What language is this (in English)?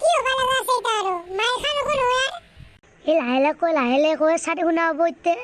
Assamese